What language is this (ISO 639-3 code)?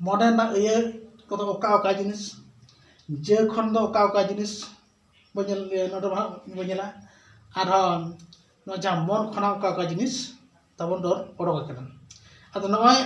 sat